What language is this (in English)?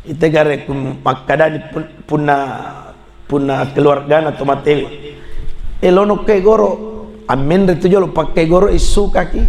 Buginese